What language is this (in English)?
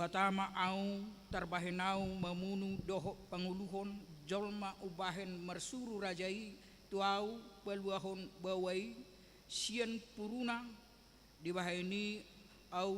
Batak Toba